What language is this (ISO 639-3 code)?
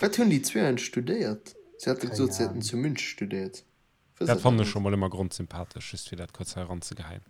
ltz